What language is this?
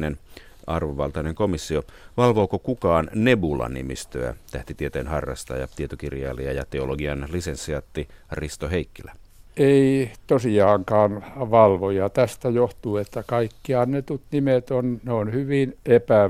Finnish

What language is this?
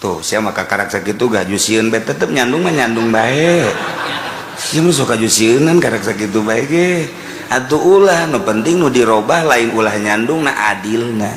Sundanese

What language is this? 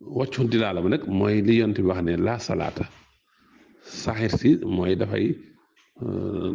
Wolof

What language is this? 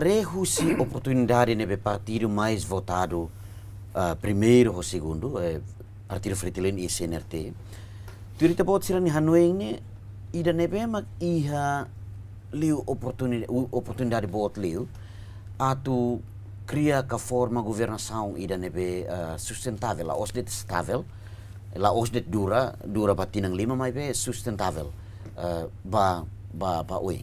Tetum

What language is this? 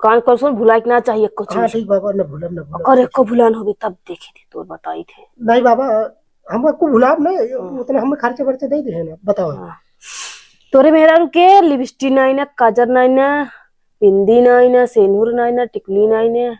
Awadhi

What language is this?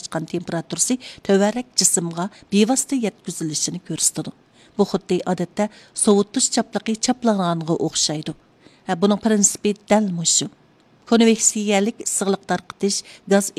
Uyghur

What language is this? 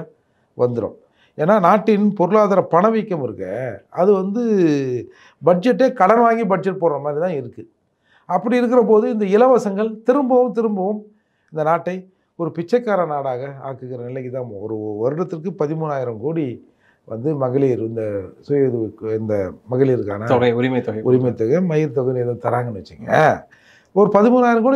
Tamil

